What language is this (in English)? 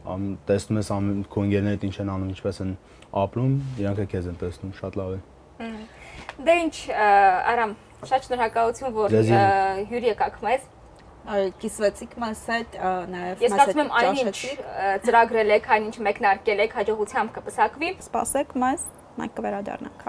Armenian